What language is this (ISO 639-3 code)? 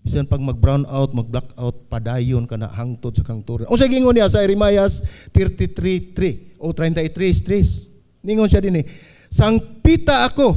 ceb